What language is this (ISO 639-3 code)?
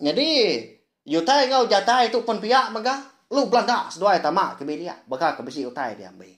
iba